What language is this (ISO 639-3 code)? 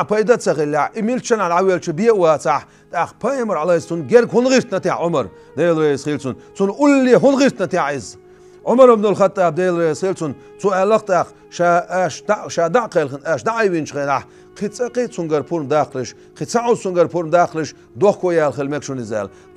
che